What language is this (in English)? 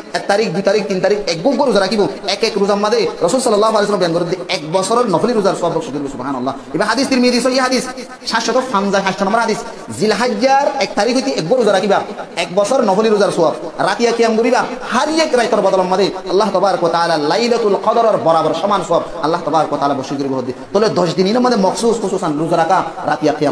Rohingya